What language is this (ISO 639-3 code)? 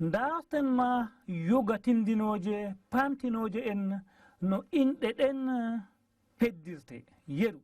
ful